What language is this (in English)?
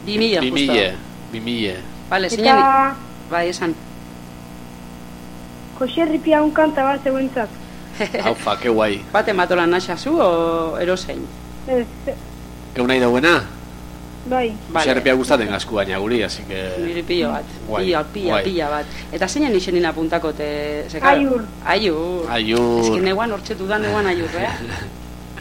Basque